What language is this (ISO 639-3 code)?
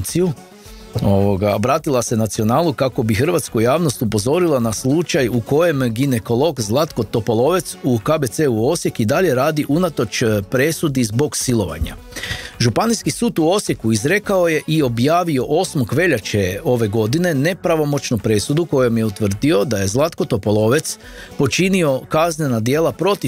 hrv